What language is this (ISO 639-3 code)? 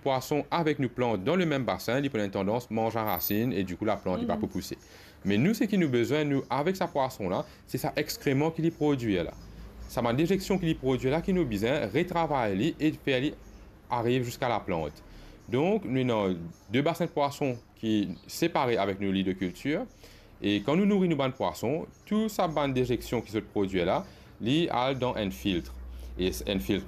mfe